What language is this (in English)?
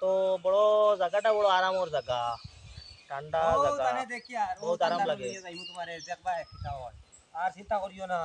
Sylheti